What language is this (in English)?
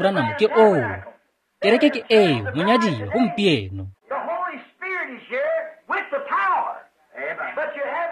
Tswana